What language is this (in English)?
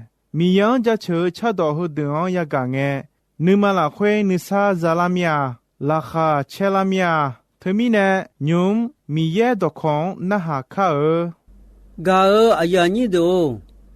Akha